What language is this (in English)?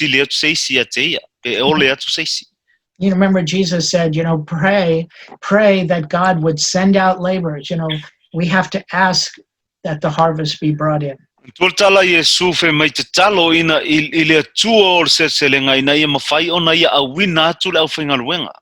Samoan